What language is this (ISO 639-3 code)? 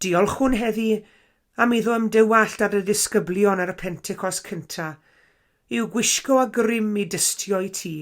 cym